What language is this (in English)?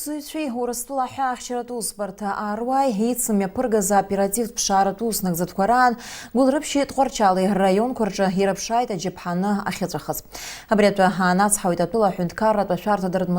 Abkhazian